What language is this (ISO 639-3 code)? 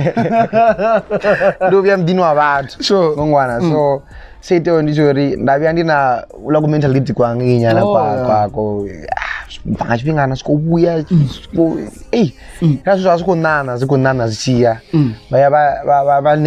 ven